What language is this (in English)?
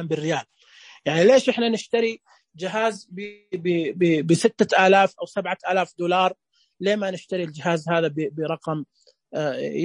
Najdi Arabic